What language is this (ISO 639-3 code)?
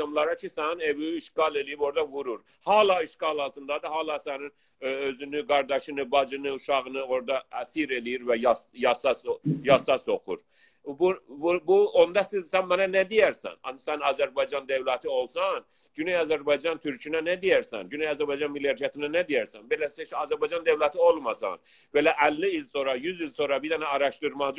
azb